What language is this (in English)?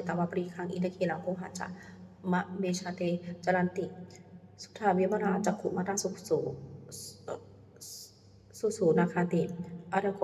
Pali